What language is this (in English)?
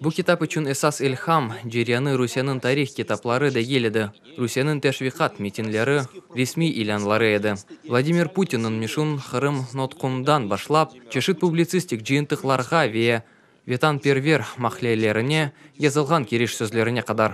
Crimean Tatar